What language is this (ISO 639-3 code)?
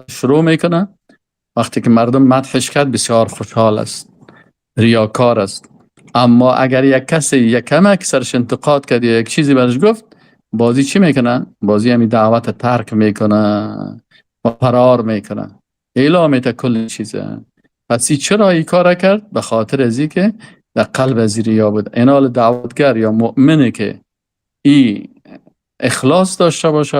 fas